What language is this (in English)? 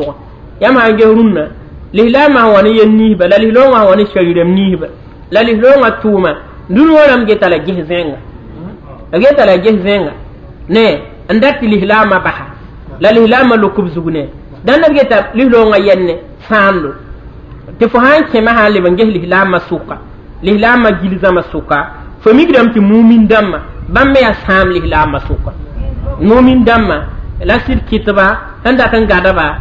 Mossi